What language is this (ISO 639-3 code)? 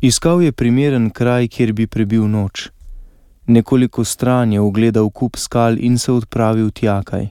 slv